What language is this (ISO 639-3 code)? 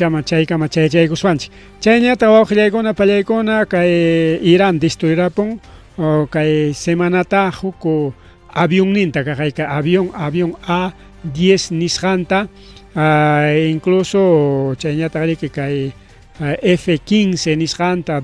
quy